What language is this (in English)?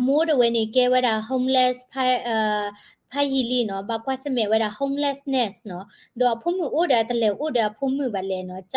S'gaw Karen